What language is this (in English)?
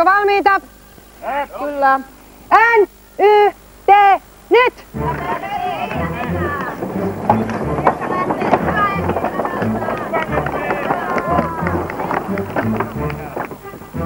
Finnish